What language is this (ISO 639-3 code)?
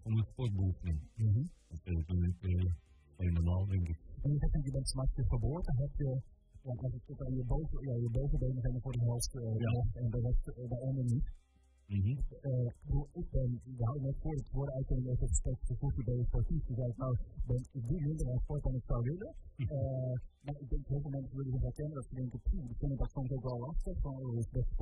nld